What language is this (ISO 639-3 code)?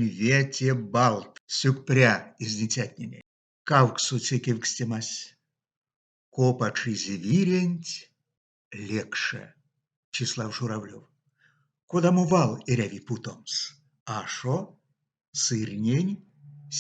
myv